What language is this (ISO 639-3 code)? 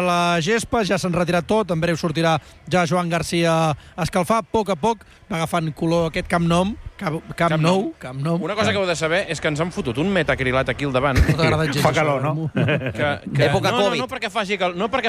cat